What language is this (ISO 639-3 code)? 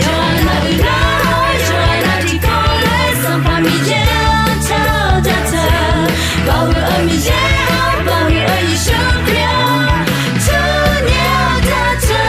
ahk